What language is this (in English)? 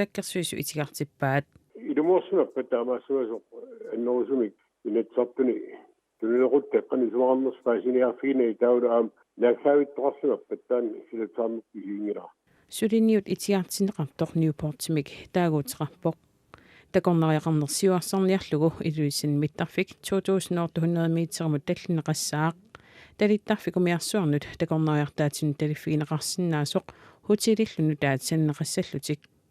Kalaallisut